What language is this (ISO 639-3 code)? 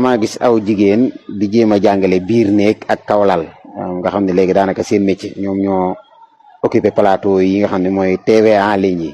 wol